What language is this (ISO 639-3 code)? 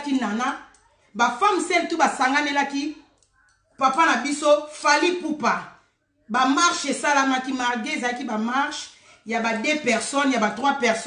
lin